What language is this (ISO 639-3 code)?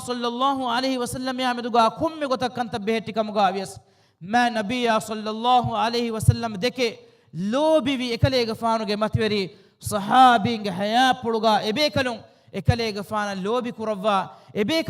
div